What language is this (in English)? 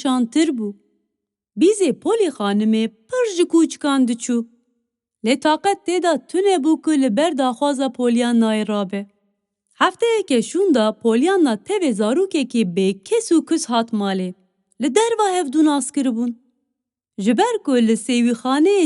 Kurdish